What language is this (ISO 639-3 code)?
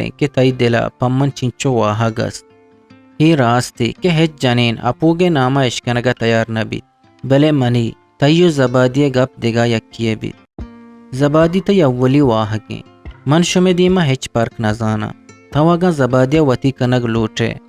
bgp